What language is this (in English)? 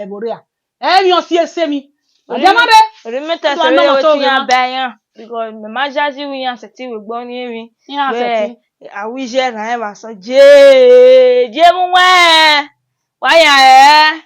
Bini